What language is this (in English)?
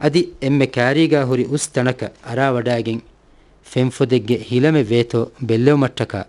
Divehi